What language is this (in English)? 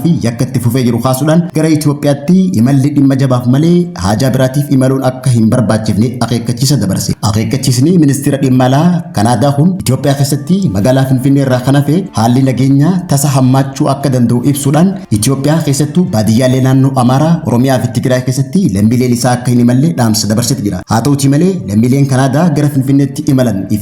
Oromo